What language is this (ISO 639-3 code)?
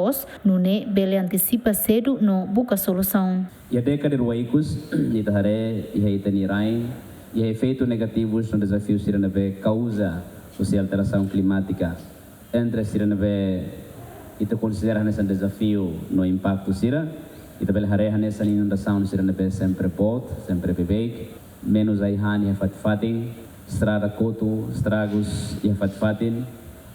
tet